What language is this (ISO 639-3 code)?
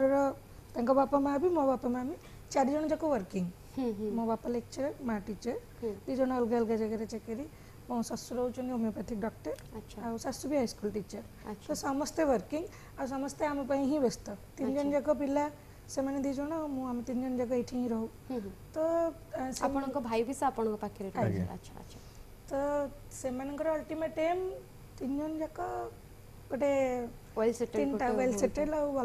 ori